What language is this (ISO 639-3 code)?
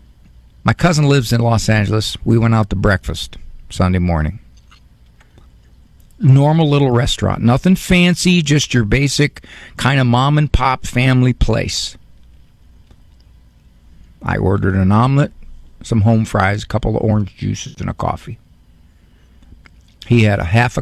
eng